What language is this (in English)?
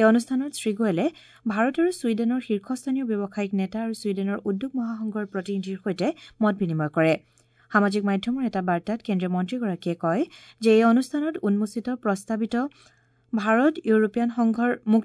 Assamese